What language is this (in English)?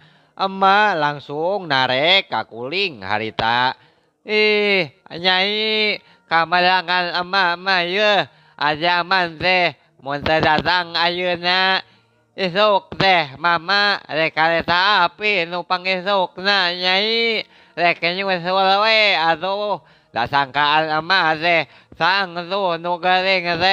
Sundanese